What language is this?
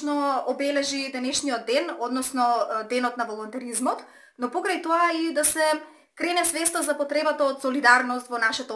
Macedonian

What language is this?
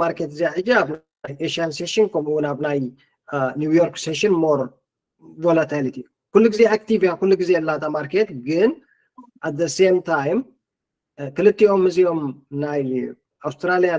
Tigrinya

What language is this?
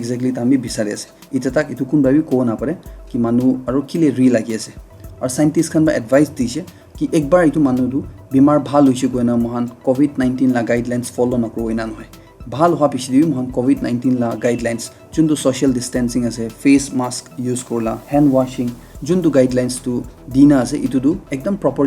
Naga Pidgin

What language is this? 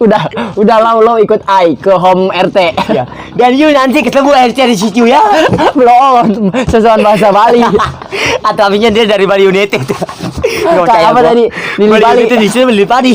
Betawi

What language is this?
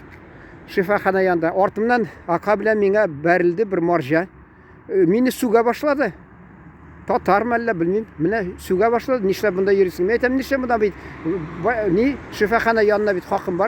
Tatar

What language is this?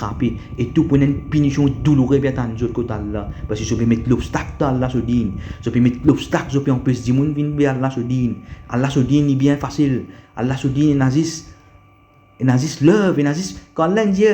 Morisyen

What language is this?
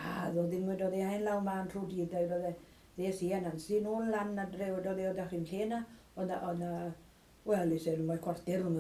Welsh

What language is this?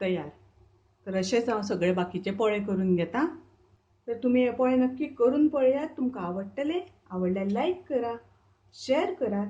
Konkani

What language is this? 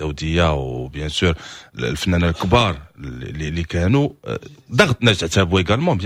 Moroccan Arabic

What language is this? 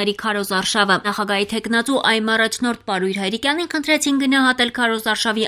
Armenian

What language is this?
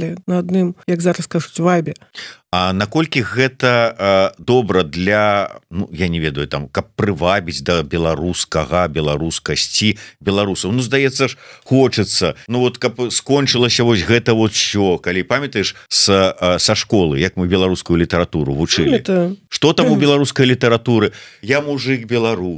Belarusian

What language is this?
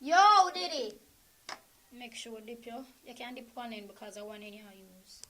Jamaican Creole English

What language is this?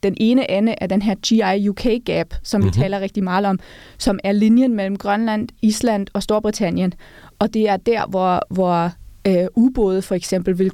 Danish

